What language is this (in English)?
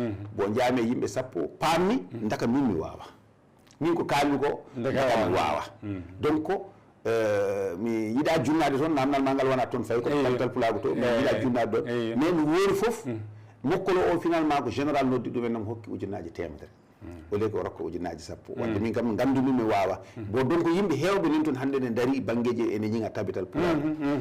Fula